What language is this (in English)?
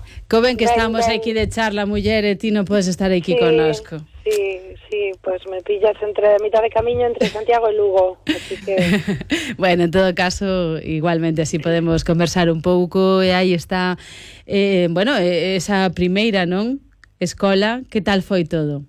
Galician